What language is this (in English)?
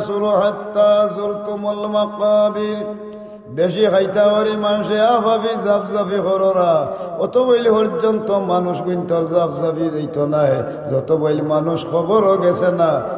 Sylheti